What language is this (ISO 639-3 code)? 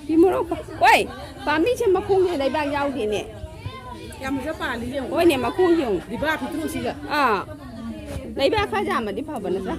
mni